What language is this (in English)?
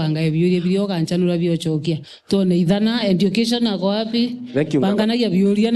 Meru